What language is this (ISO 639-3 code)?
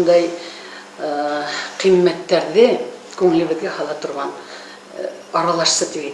bak